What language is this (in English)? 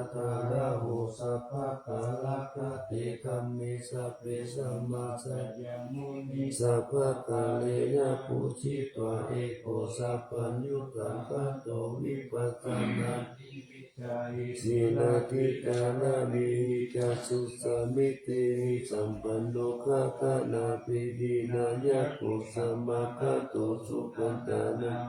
Pali